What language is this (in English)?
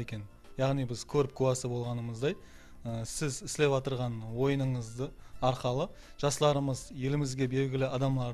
Kara-Kalpak